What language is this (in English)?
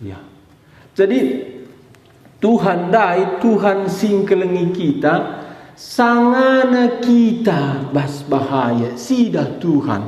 Batak Karo